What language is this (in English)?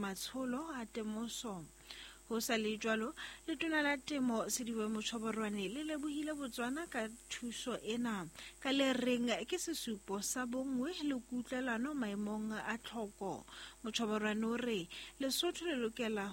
Southern Sotho